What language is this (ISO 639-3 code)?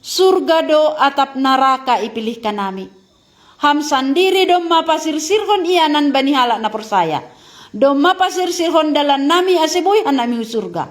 bts